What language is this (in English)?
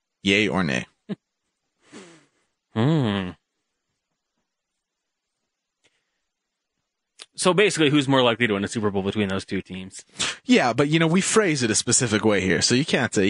English